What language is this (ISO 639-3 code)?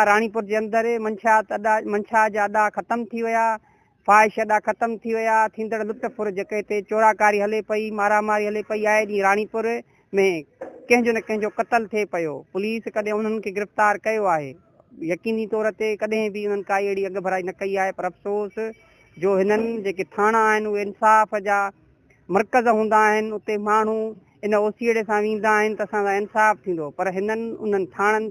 snd